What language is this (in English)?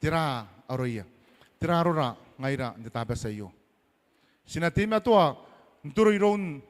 Gilbertese